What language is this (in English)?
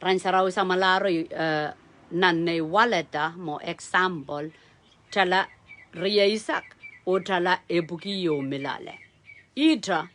Pohnpeian